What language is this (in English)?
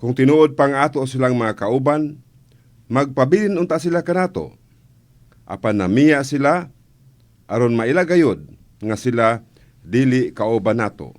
Cebuano